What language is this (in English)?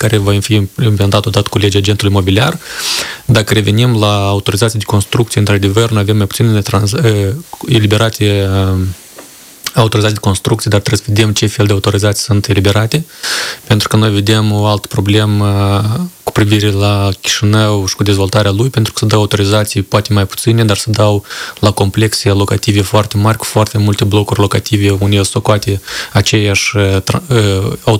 Romanian